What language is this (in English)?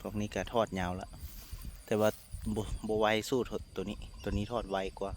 Lao